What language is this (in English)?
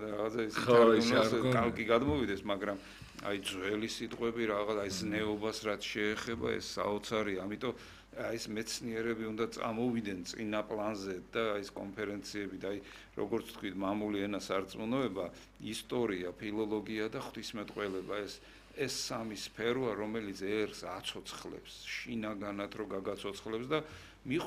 Georgian